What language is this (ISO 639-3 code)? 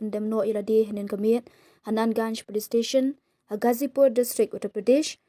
kha